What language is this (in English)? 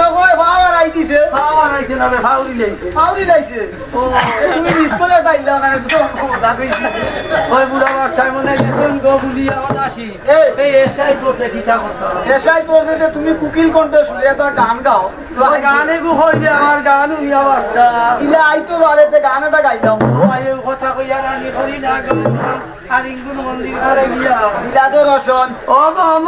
Sylheti